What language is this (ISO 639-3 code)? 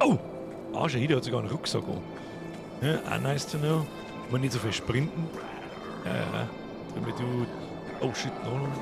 bar